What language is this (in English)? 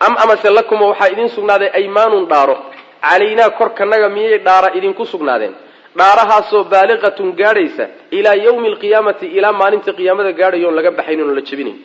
Somali